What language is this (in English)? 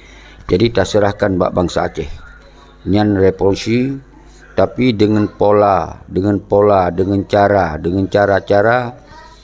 Achinese